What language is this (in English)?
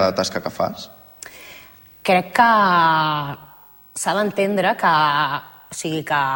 Catalan